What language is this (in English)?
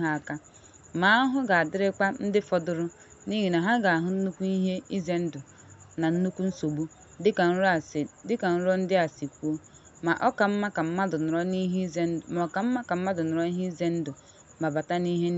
Igbo